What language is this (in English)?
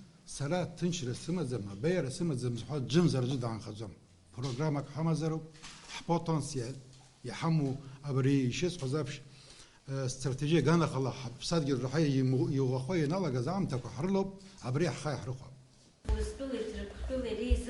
Abkhazian